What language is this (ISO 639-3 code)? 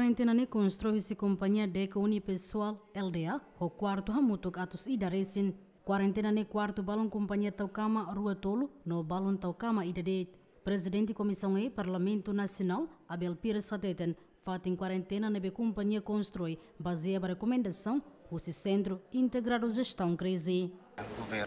tet